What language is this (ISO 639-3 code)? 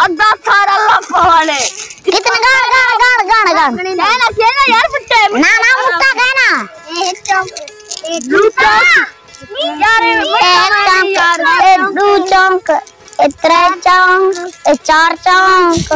skr